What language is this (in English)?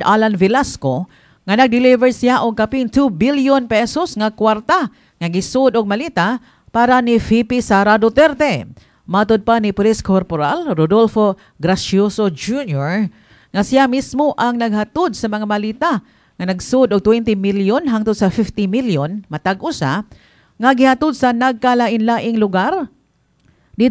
Cebuano